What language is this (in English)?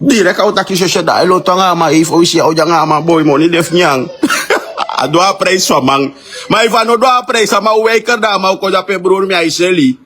Sranan Tongo